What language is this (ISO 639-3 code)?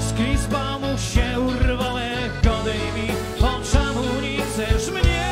szl